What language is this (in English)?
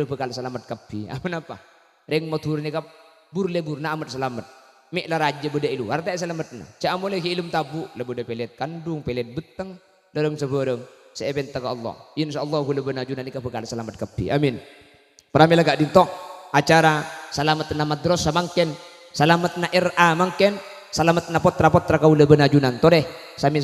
Madurese